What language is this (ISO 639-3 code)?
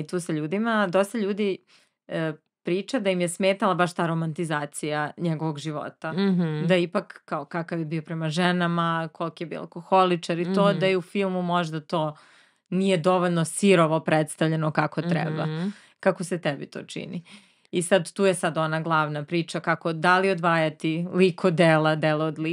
srp